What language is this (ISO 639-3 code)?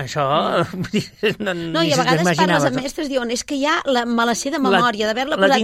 cat